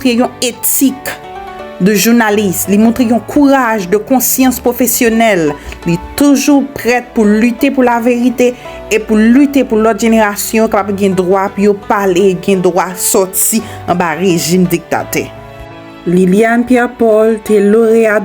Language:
Haitian Creole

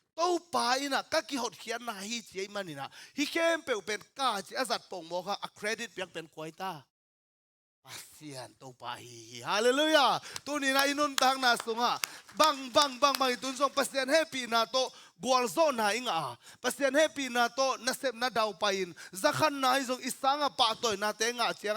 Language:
Tedim Chin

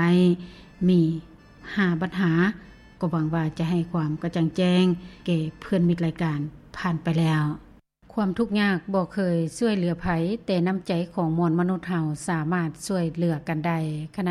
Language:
Lao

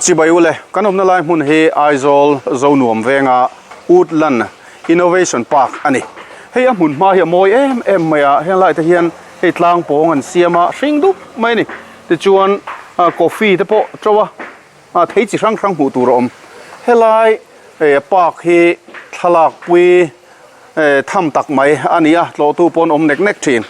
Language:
Mizo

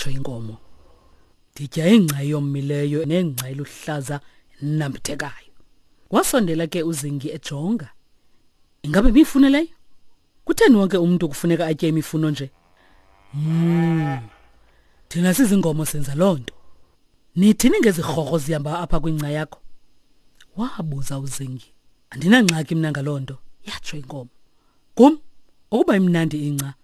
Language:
Xhosa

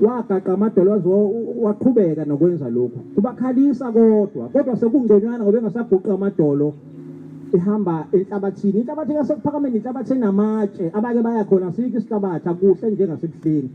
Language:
Zulu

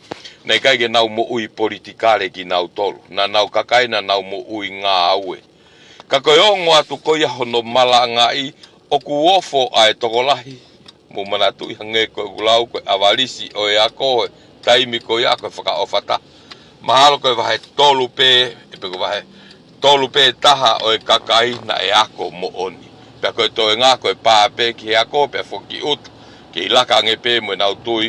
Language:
Tongan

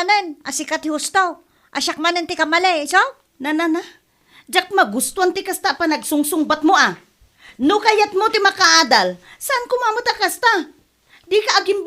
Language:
Iloko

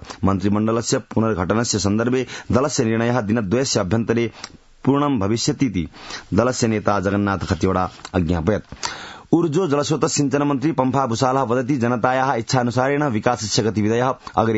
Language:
Sanskrit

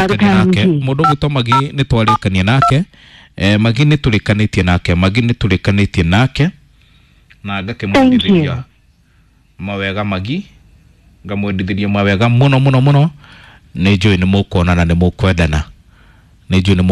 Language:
Kikuyu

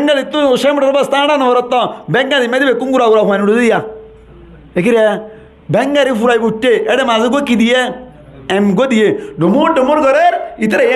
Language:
Rohingya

